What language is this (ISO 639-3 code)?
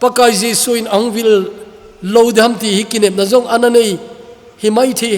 tcz